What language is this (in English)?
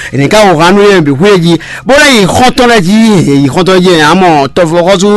Fon